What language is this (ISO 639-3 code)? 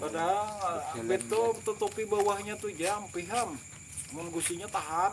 bjn